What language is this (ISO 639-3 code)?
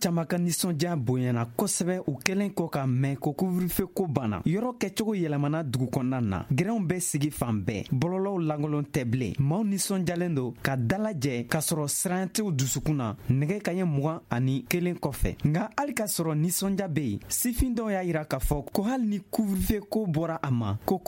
bam